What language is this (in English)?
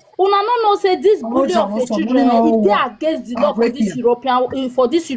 Nigerian Pidgin